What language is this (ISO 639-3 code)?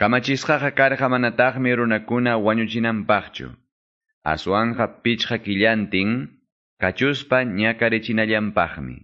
que